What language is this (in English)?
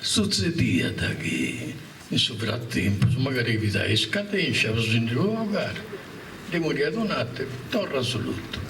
Sardinian